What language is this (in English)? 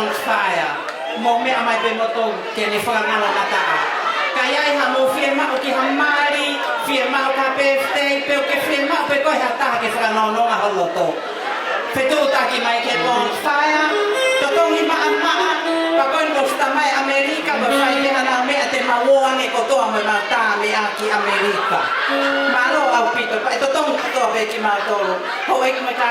Tongan